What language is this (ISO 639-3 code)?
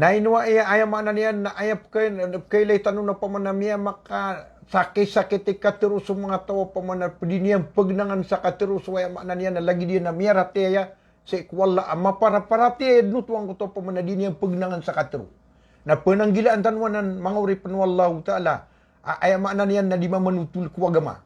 mrw